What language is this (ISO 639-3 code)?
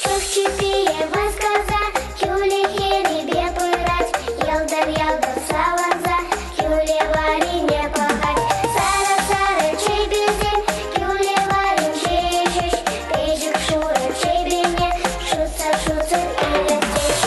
chv